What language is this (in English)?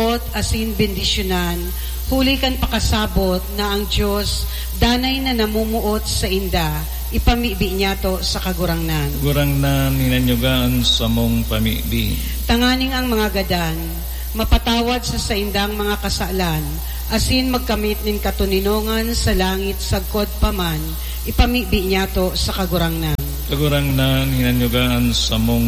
Bikol